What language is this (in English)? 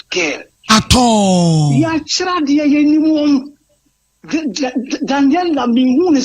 Akan